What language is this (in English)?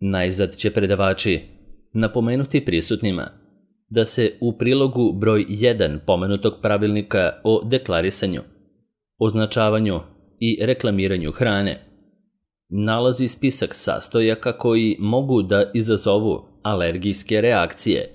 Serbian